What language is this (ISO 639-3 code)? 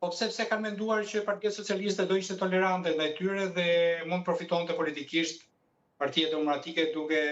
sqi